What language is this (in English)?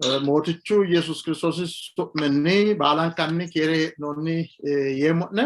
Sidamo